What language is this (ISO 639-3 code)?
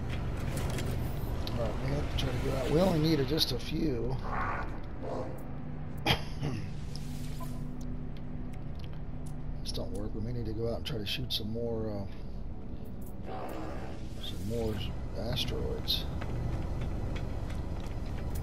eng